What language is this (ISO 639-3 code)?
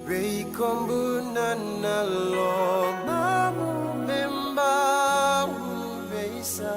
fij